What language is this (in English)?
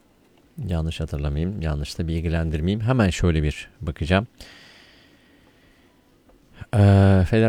Turkish